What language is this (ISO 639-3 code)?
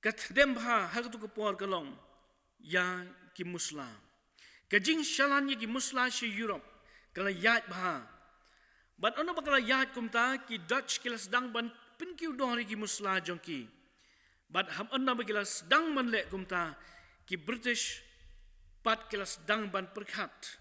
kha